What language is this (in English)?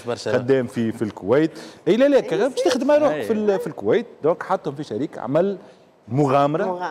Tunisian Arabic